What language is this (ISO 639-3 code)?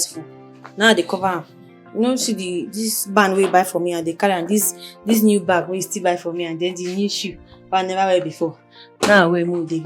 pcm